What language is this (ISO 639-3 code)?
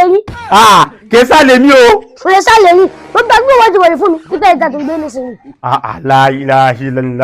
yor